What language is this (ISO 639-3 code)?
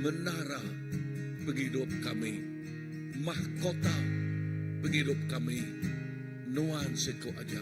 iba